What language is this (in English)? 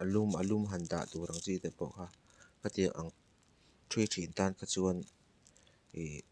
Mizo